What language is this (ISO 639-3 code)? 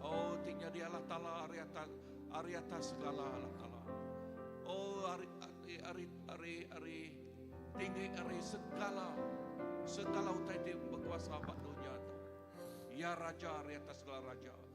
iba